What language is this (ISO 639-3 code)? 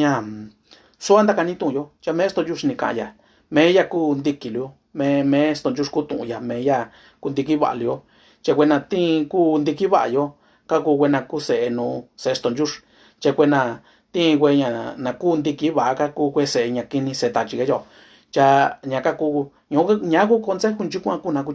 mix